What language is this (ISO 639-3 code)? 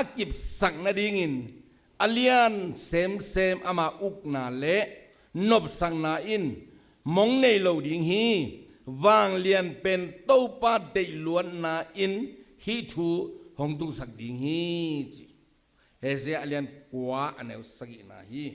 ctd